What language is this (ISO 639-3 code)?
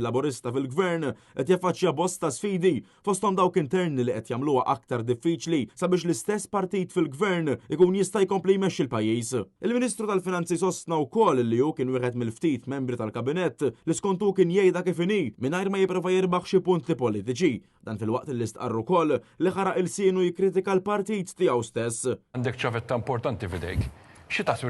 mlt